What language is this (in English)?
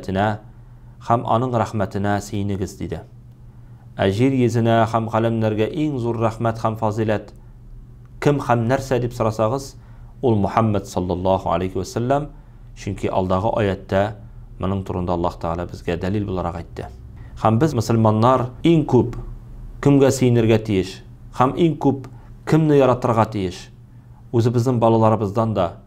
Tatar